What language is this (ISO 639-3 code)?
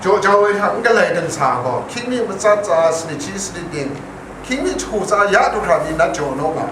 kac